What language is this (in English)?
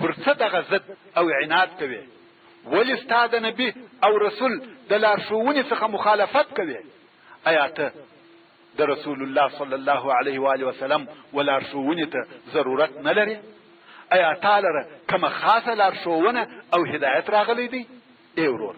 Pashto